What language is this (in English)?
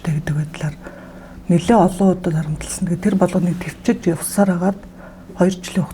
Mongolian